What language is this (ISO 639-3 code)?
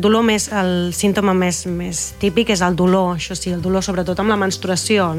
cat